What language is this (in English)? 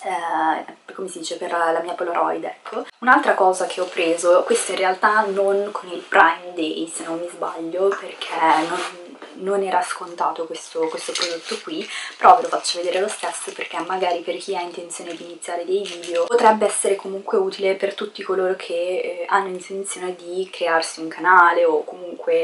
Italian